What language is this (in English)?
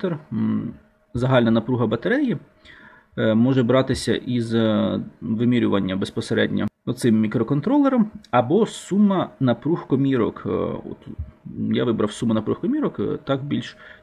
Ukrainian